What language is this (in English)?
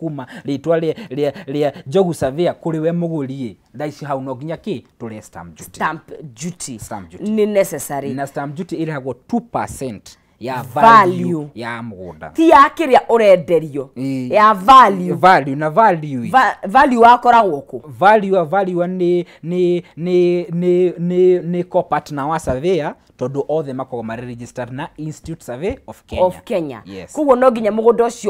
Kikuyu